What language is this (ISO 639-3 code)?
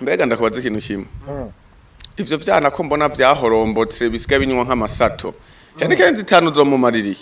run